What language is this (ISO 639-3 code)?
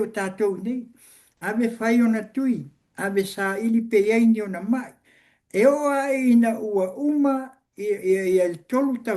smo